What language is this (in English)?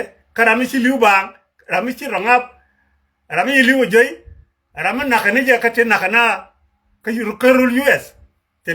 Nuer